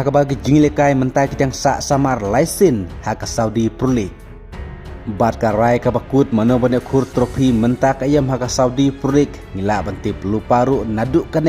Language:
Khasi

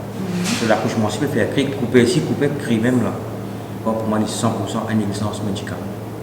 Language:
Morisyen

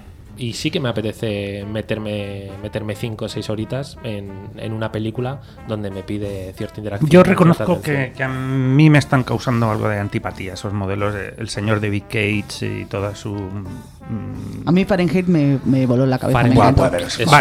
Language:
Spanish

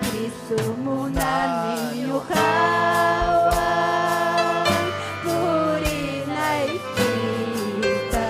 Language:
Ayacucho Quechua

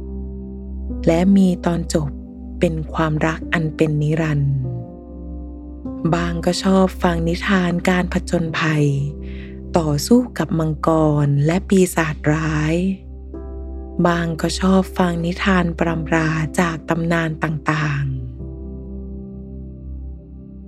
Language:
Thai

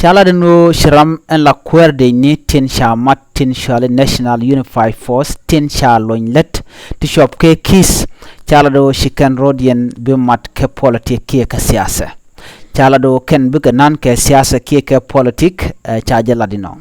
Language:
Nuer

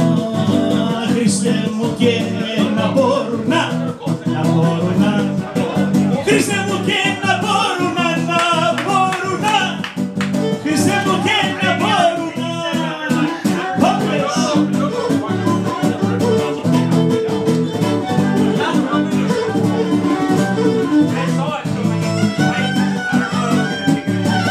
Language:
Greek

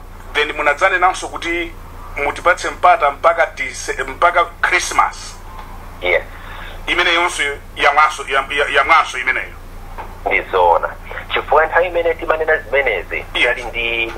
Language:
Nyanja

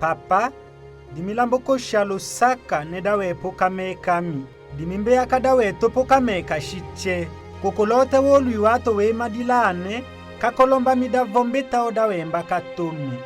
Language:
Tetela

